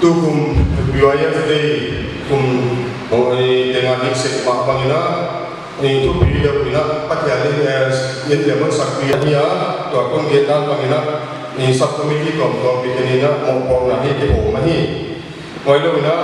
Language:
Paite Chin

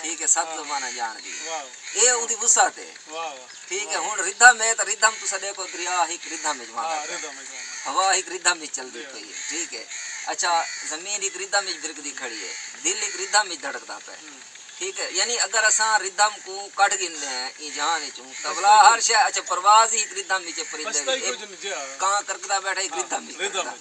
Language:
Saraiki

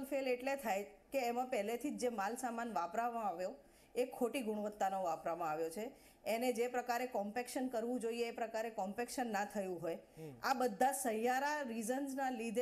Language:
Gujarati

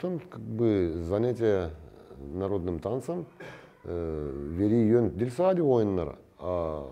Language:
Gagauz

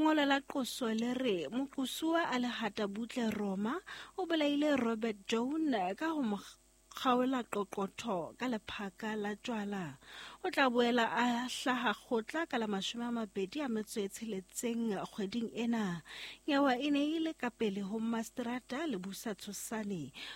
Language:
Southern Sotho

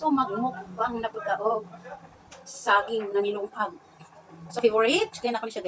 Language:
Cebuano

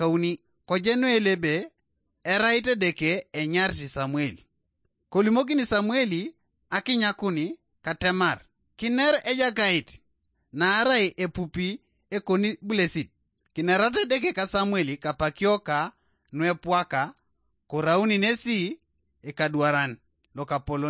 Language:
Teso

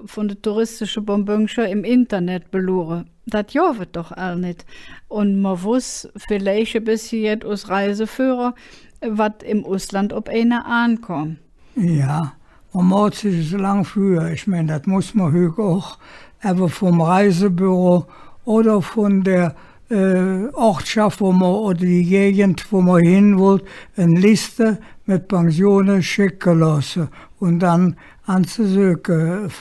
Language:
Colognian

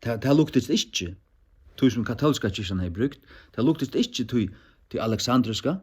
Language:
Faroese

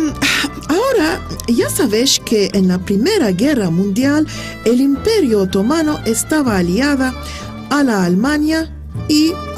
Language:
Ladino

